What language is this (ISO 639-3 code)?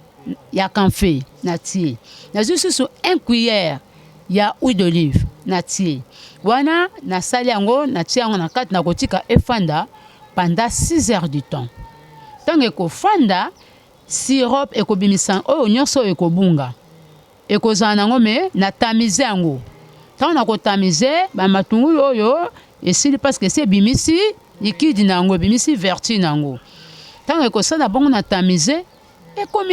lin